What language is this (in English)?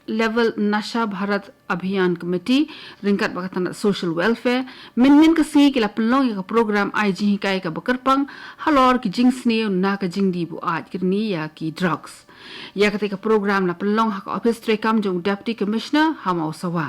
Khasi